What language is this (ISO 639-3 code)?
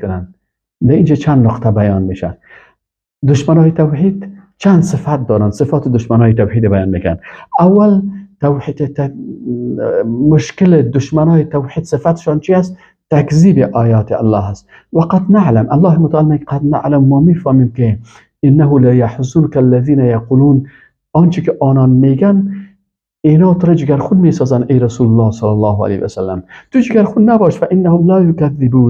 fas